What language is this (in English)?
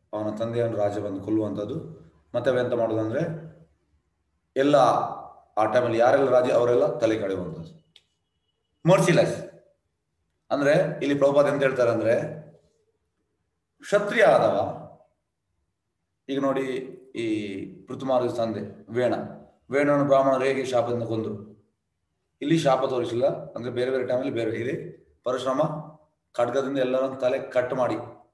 Kannada